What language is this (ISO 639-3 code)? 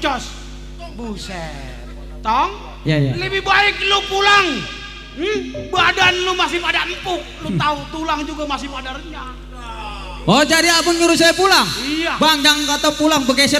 bew